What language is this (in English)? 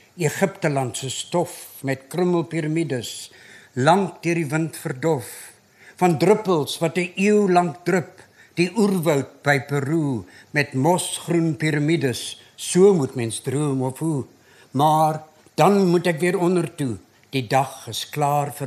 Afrikaans